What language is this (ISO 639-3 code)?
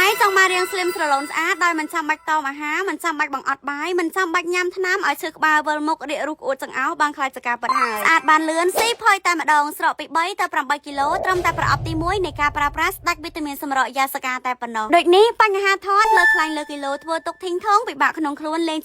khm